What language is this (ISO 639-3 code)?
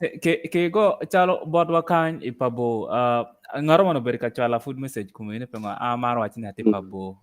ach